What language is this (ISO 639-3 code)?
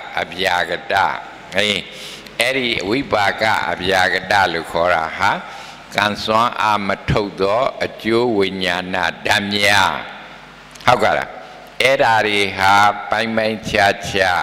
mya